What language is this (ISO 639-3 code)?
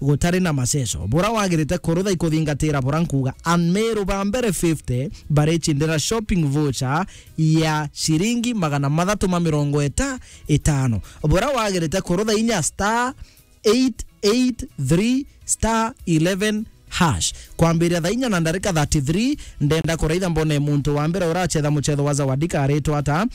mer